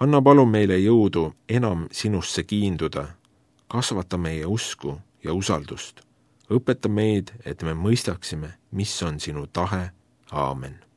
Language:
Estonian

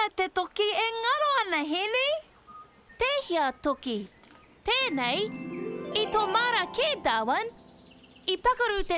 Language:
Māori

